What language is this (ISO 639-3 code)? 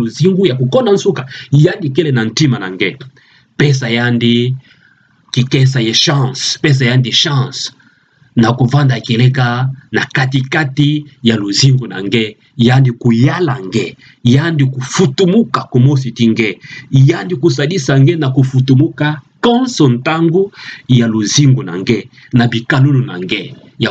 ktu